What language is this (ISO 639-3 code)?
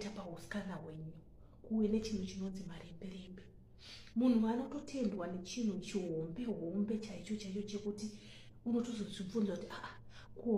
sna